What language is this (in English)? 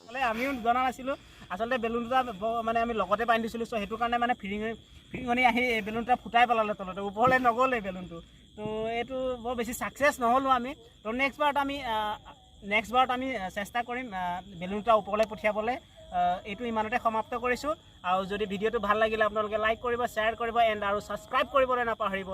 Assamese